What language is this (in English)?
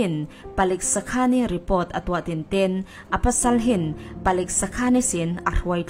Falam Chin